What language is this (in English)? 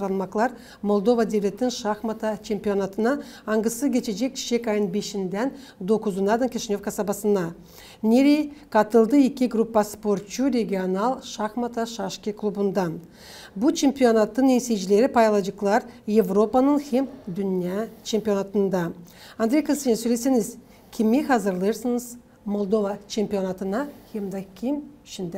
Gagauz